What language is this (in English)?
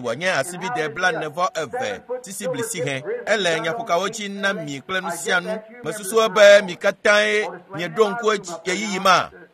Ewe